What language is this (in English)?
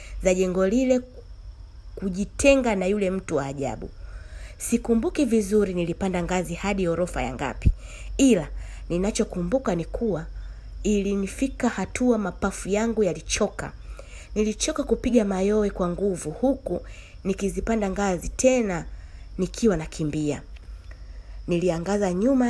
Swahili